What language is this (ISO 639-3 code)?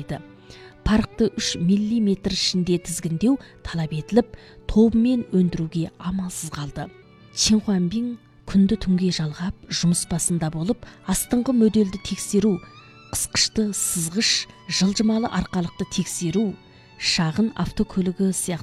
kaz